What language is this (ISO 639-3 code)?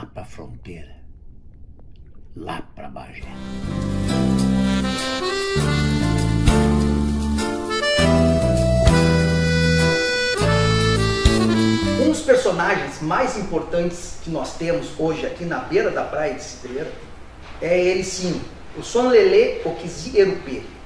por